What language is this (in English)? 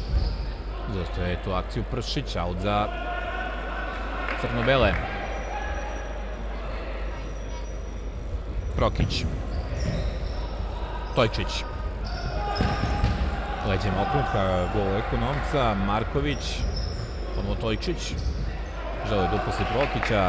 Serbian